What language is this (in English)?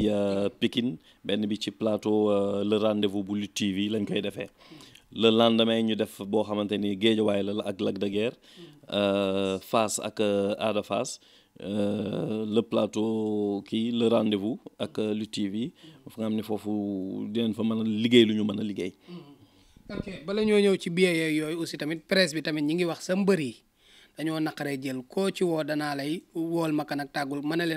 Wolof